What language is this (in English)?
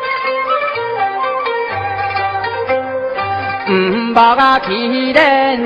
Hakka Chinese